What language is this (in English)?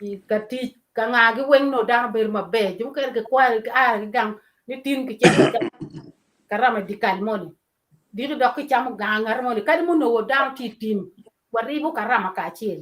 Acoli